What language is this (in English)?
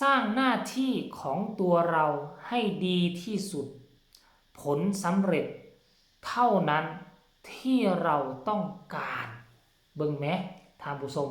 Northeastern Thai